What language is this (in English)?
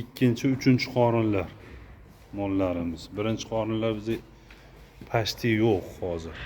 Uzbek